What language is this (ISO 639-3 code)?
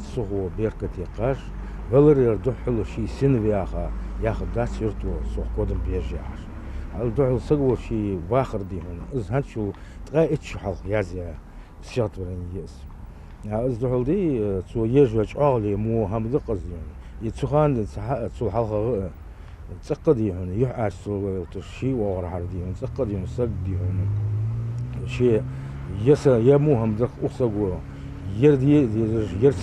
inh